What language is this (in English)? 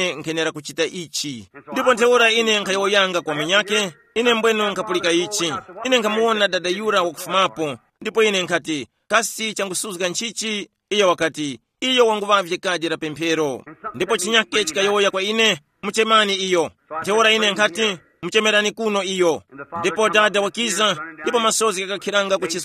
Tumbuka